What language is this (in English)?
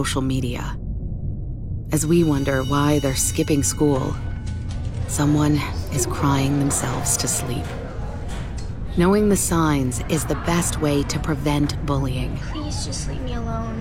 English